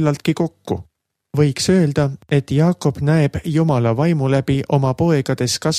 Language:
Estonian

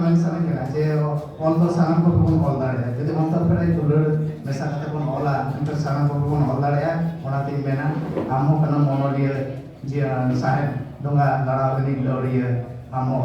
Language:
Santali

